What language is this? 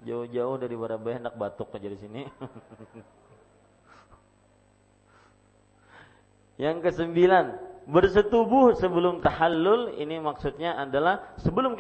Indonesian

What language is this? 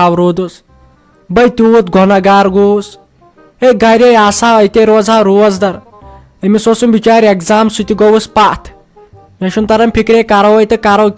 Kashmiri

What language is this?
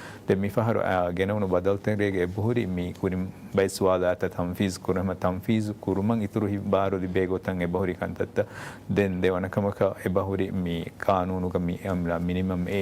Divehi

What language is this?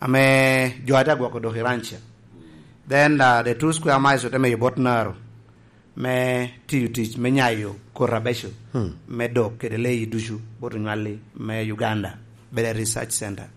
Lango (Uganda)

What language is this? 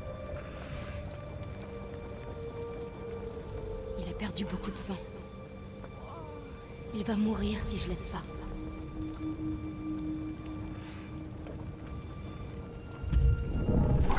French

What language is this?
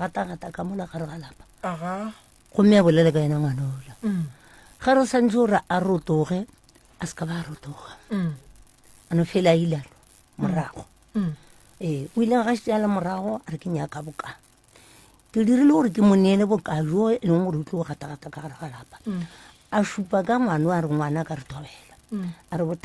Northern Sotho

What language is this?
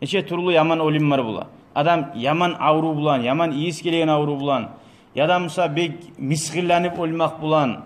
Kumyk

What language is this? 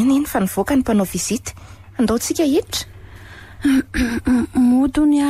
Malagasy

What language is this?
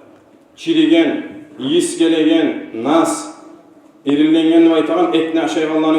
Kumyk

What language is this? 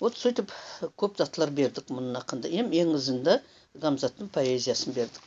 Nogai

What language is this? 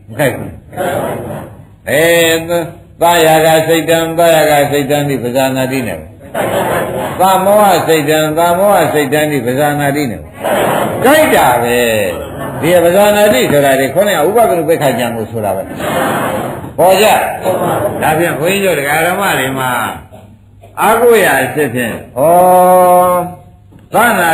Burmese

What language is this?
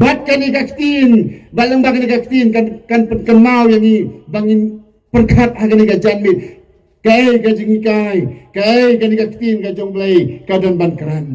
Khasi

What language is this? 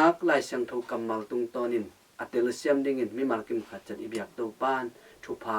Tedim Chin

